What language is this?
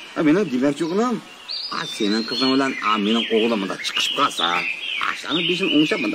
Uyghur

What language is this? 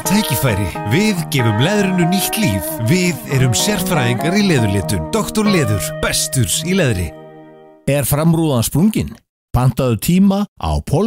Icelandic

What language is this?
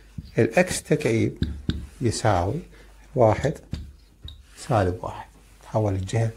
Mesopotamian Arabic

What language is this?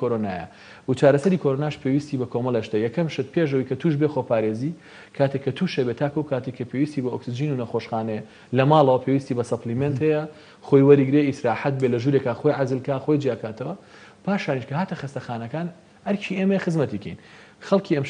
Central Kurdish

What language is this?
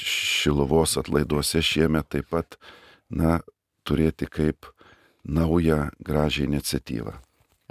Lithuanian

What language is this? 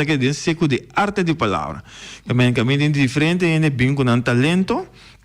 Papiamento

